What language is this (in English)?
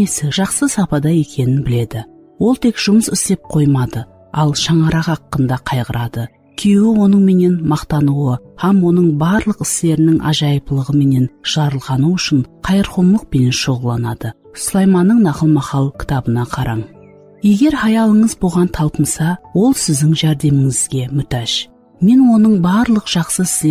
Kara-Kalpak